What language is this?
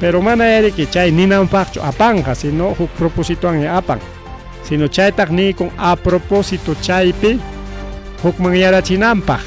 Ayacucho Quechua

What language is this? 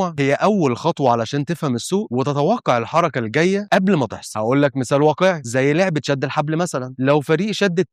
Egyptian Arabic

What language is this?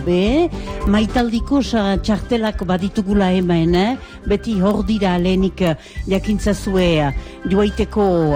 Basque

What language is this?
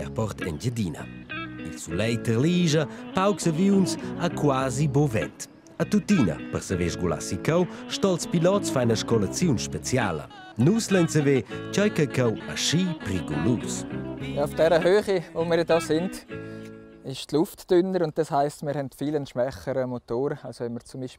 Romansh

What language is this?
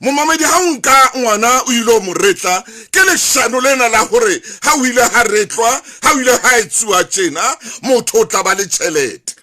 Southern Sotho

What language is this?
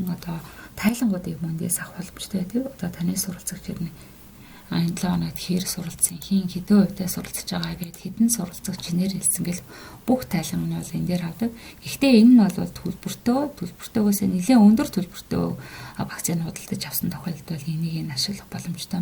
Mongolian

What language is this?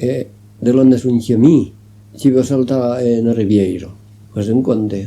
Occitan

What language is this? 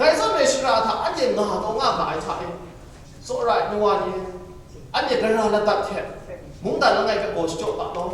Kachin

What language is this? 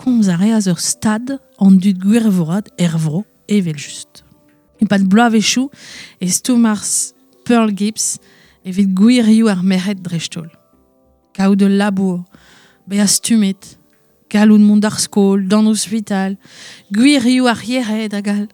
Breton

